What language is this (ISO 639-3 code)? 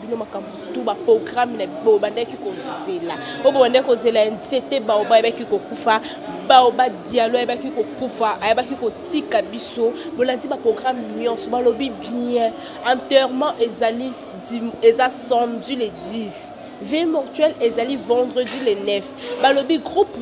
lin